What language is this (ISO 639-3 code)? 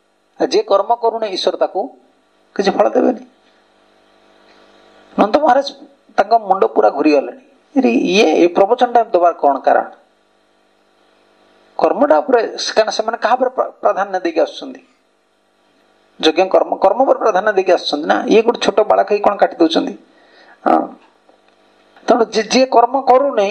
ori